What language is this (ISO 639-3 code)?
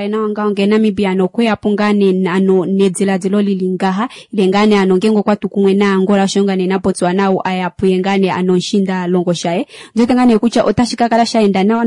kua